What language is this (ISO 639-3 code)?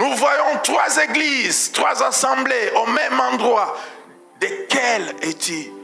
fra